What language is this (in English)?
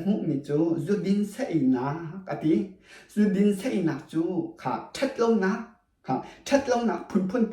Hakha Chin